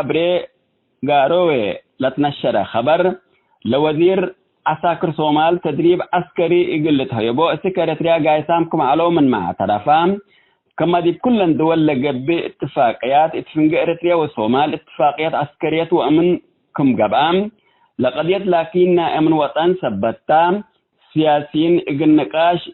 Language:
Tigre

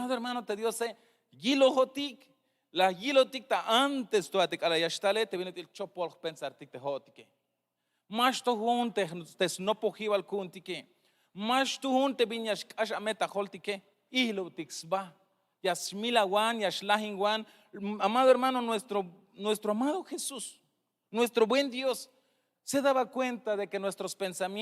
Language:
Tzeltal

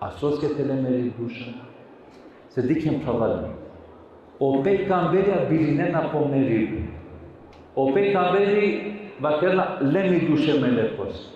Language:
Balkan Romani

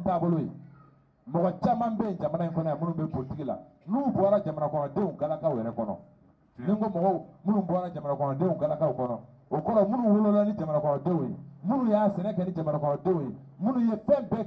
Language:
Bambara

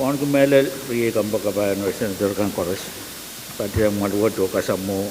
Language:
Pohnpeian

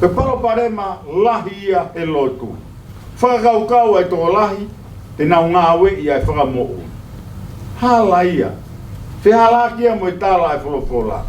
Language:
Tongan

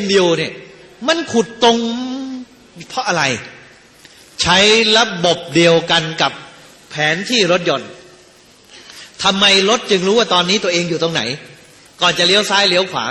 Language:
Thai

